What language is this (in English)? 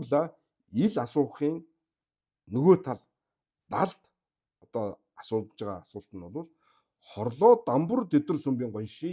Mongolian